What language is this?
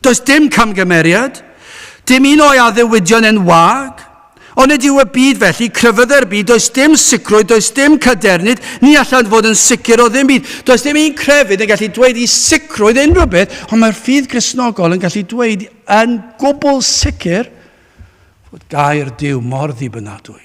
Welsh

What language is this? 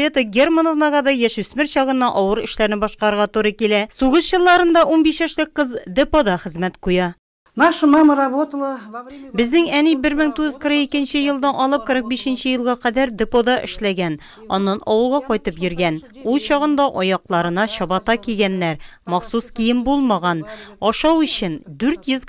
Tatar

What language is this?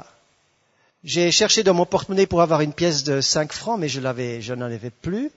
French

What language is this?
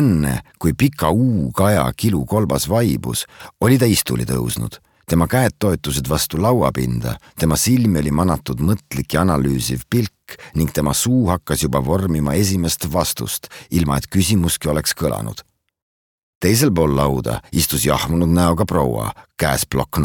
Estonian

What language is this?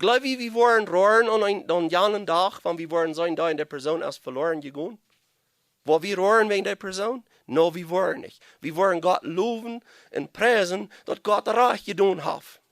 Plautdietsch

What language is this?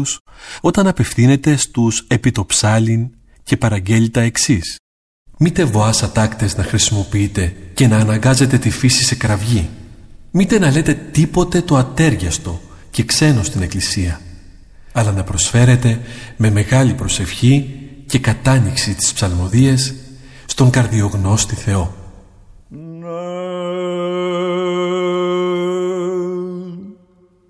Greek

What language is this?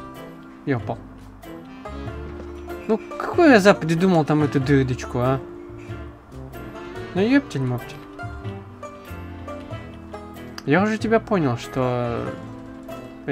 Russian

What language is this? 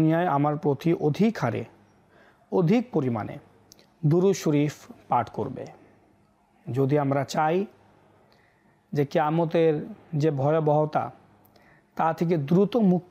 Bangla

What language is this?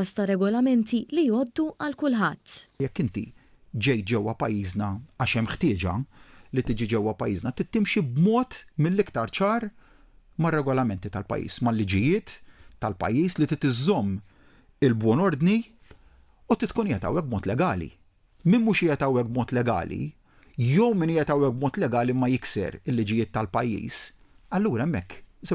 Maltese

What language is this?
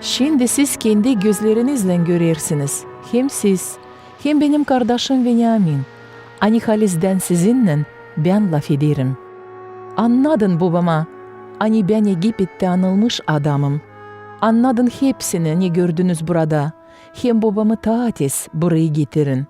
Gagauz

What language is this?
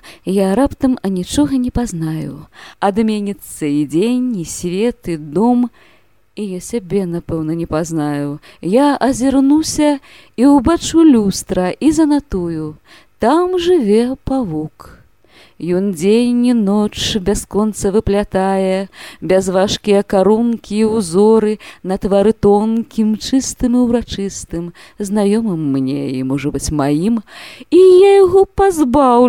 Belarusian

